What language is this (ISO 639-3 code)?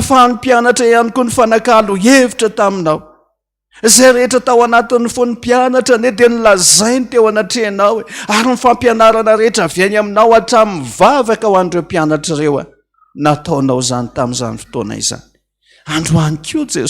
mlg